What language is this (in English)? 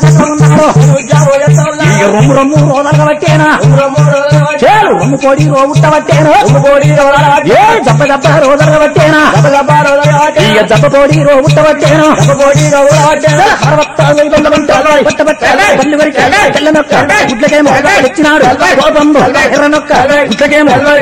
Telugu